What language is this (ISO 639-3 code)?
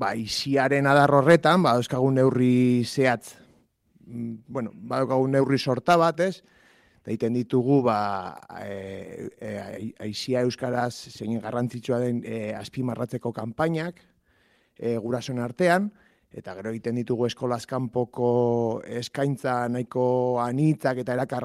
eus